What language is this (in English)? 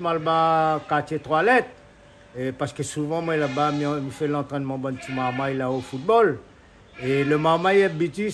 Réunion Creole French